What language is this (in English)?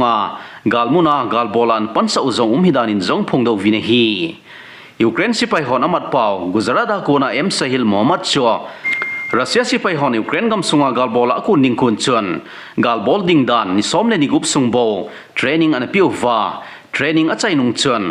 Thado Chin